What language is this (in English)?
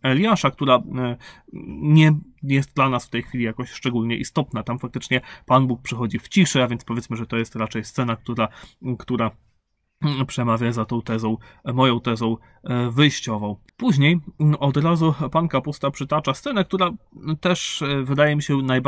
Polish